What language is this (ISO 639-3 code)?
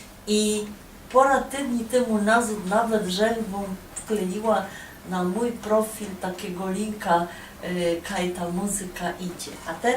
szl